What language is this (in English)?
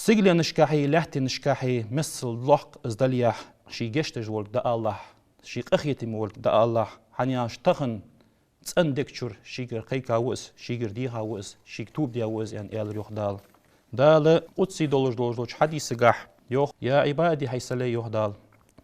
Ingush